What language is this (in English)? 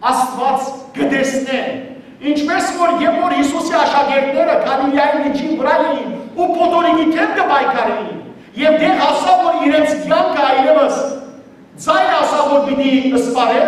Western Armenian